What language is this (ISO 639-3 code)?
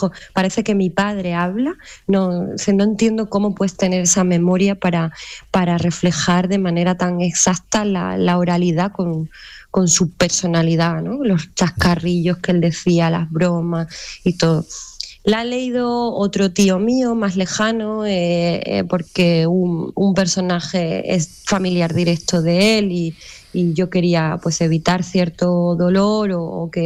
spa